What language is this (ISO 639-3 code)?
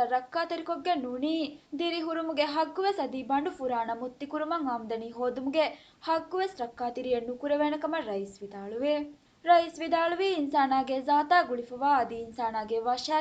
div